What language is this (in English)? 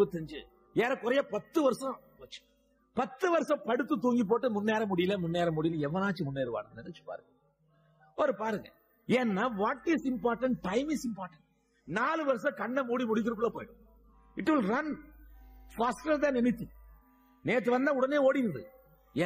Tamil